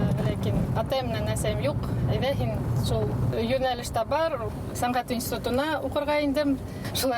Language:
Bashkir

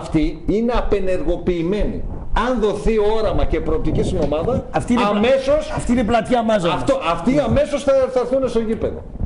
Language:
Greek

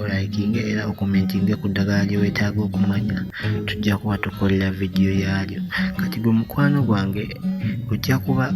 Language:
Ganda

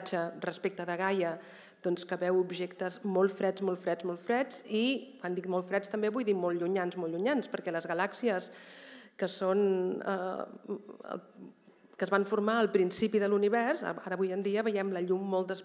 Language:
Catalan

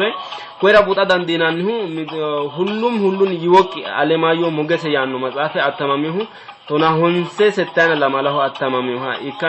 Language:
Sidamo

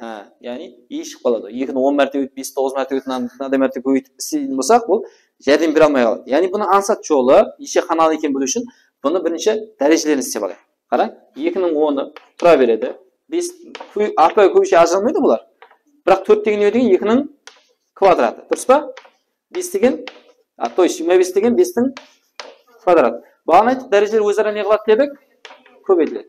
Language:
Kara-Kalpak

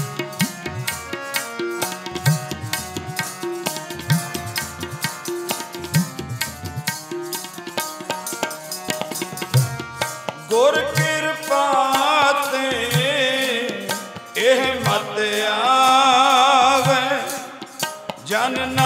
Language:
Punjabi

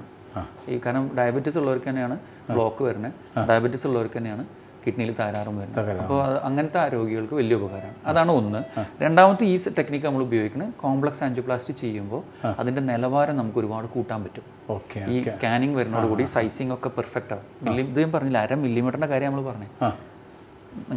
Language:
Malayalam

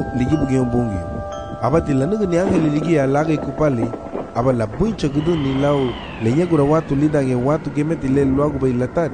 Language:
Garifuna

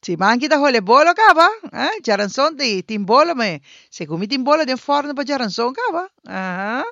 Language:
Papiamento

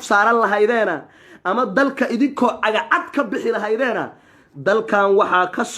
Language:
Somali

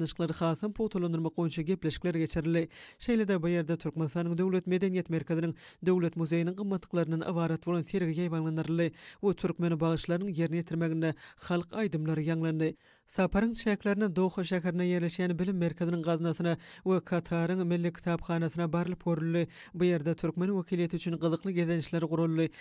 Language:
Turkmen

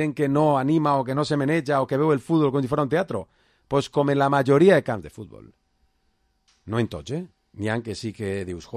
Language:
Catalan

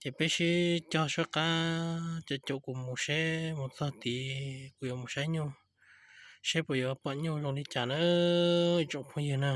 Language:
Hmong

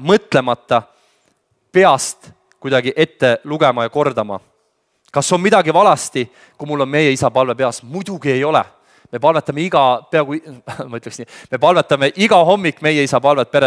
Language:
Estonian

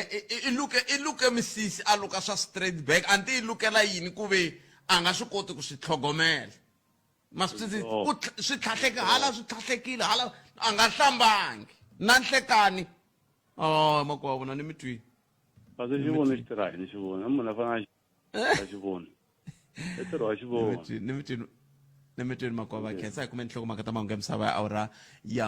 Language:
Tsonga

